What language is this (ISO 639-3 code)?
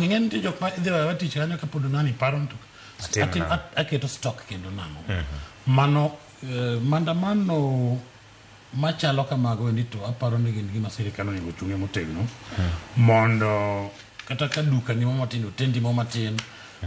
luo